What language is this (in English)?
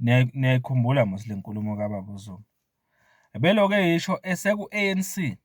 Zulu